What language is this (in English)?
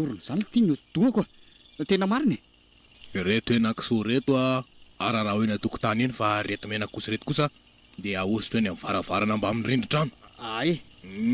Malagasy